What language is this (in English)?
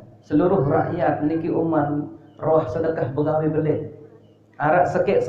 Sasak